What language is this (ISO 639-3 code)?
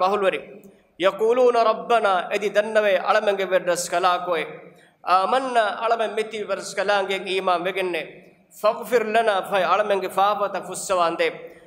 div